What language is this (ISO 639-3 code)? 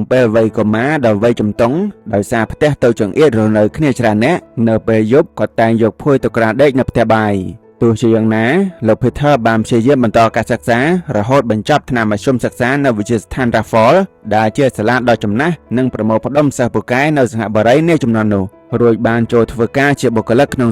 khm